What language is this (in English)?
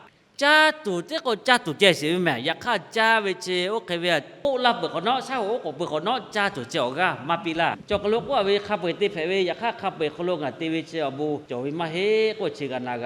Lahu